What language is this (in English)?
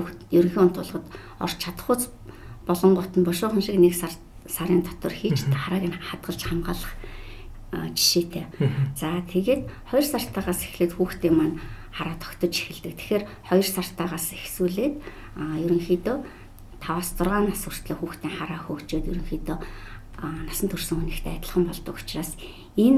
Mongolian